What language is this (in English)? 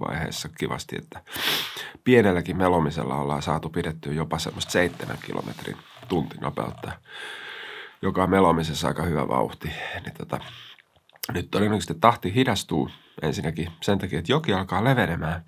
Finnish